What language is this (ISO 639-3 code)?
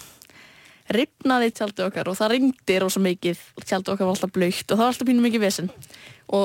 isl